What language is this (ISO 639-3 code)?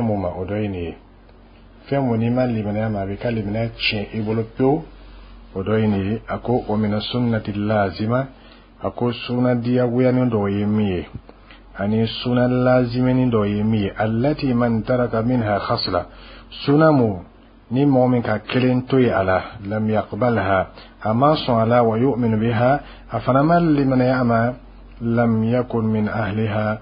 bam